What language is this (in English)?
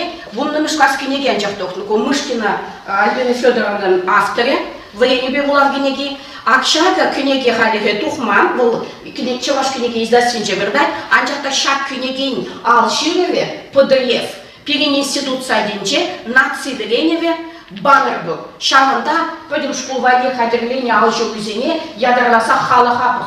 Chuvash